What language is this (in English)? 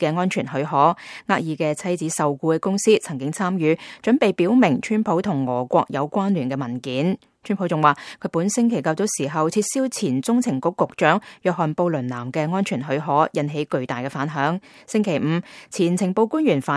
Cantonese